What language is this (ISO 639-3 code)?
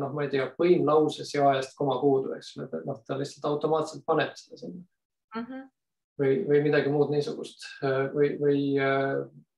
est